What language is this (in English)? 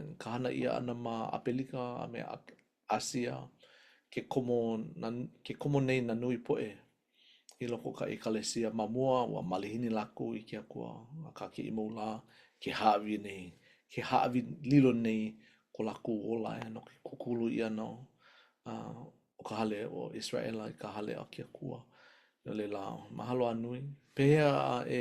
Hawaiian